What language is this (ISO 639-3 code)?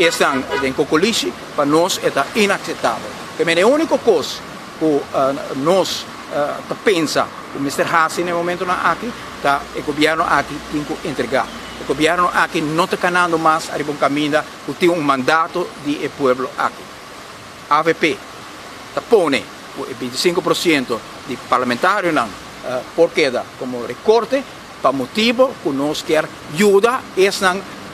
pap